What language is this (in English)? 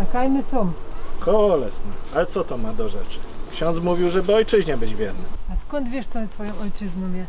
Silesian